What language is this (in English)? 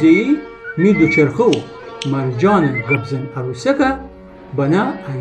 Gilaki